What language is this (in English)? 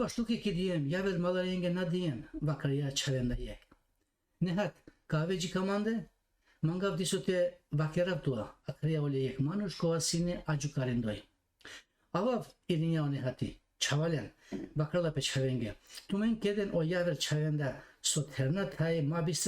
Balkan Romani